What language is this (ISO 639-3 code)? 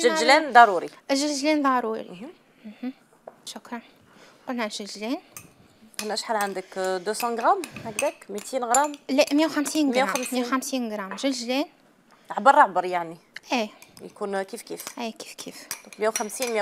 arq